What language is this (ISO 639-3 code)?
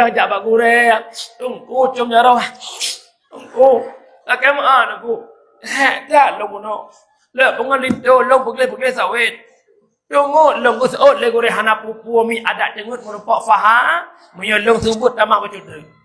ace